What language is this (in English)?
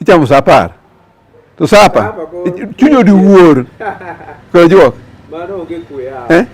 Luo (Kenya and Tanzania)